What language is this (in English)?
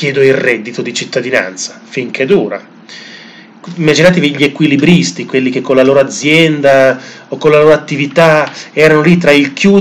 Italian